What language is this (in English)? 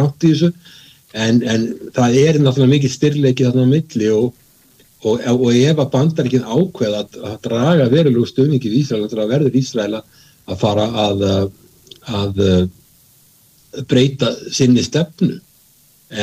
Icelandic